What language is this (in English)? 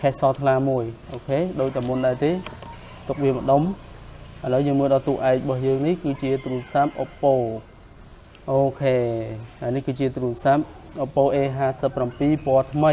Khmer